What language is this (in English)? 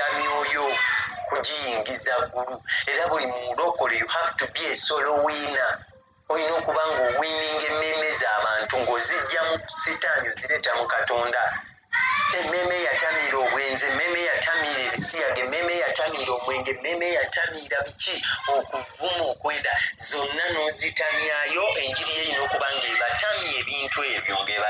Ganda